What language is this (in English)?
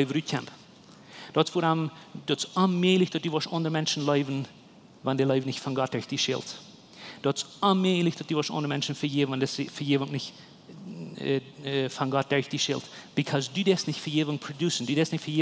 Plautdietsch